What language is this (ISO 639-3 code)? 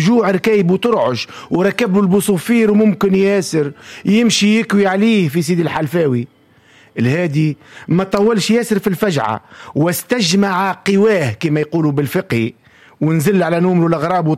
aeb